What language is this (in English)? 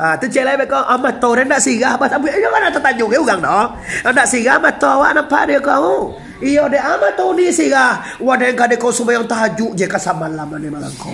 Minangkabau